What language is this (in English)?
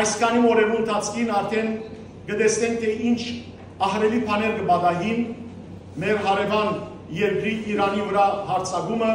Western Armenian